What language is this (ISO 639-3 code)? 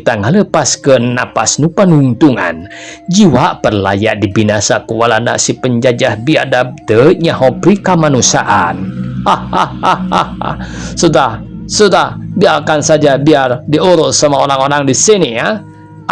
sun